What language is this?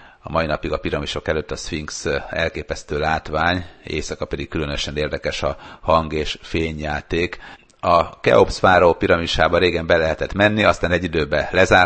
Hungarian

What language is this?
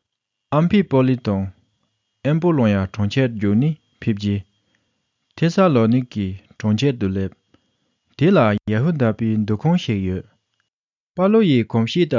Tibetan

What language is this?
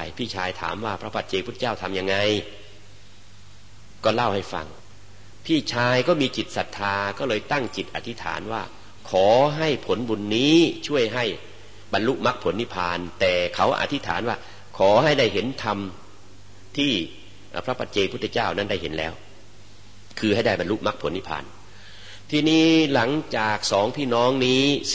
Thai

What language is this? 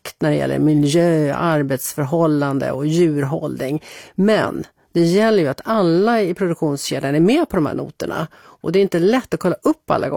Swedish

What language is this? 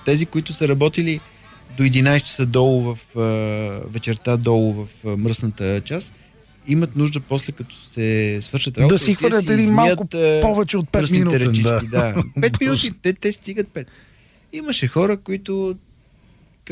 Bulgarian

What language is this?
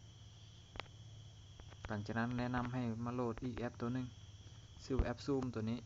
Lao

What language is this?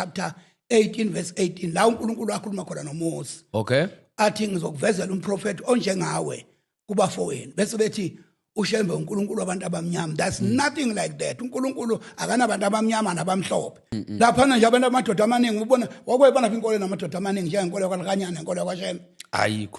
Zulu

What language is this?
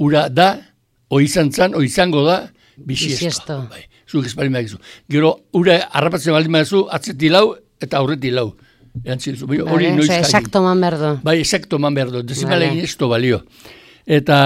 Basque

